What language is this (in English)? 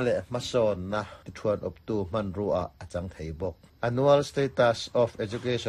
Mizo